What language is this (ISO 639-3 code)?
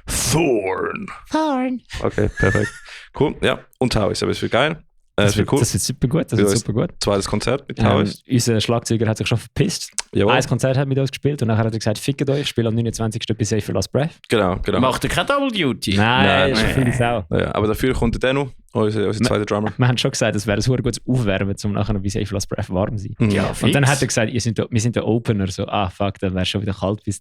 gsw